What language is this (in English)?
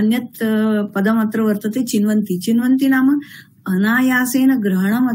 Sanskrit